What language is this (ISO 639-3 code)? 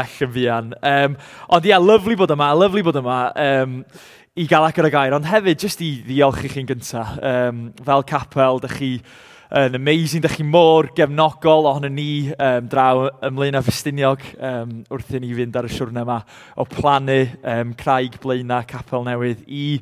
cym